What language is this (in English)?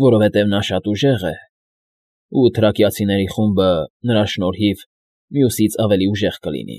Armenian